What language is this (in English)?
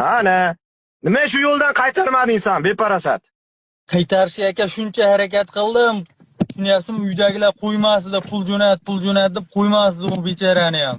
Uzbek